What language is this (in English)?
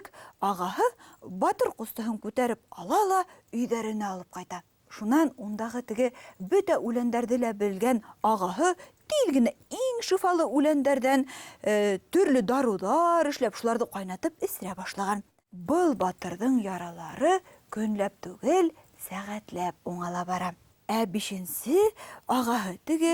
Bashkir